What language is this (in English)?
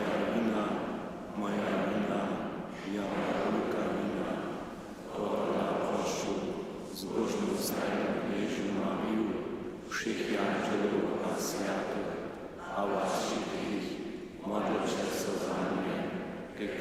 Upper Sorbian